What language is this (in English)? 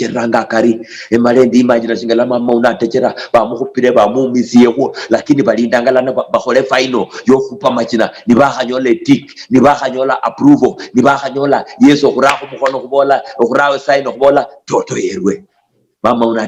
Luyia